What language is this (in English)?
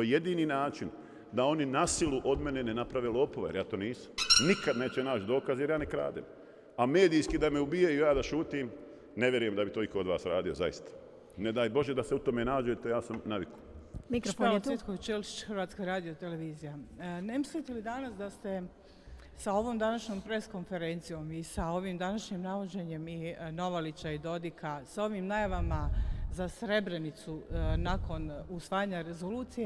Bosnian